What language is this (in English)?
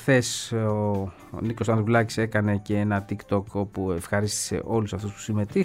Greek